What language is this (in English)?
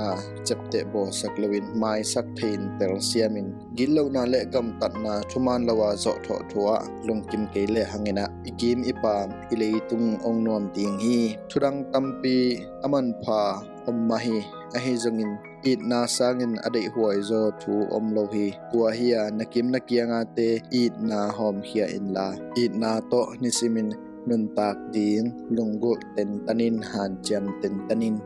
Tedim Chin